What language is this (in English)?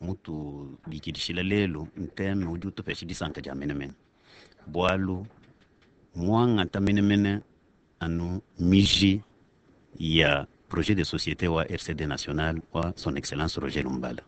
Luba-Lulua